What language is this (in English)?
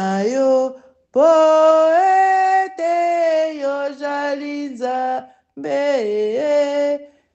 Lingala